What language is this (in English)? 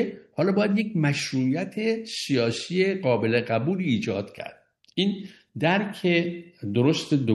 Persian